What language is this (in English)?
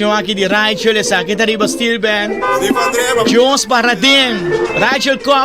Papiamento